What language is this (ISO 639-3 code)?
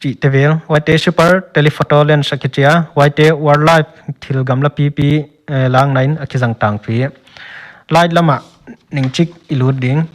pck